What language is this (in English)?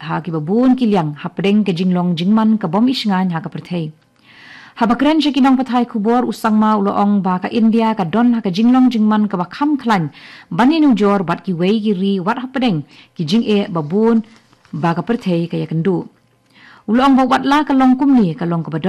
Khasi